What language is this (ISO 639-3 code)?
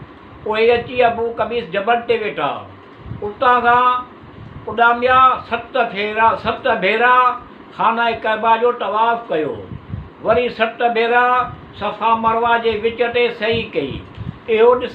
snd